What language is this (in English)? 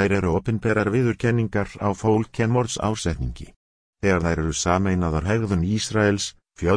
Icelandic